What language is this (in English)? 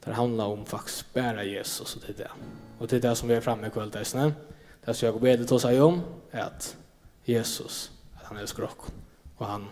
Faroese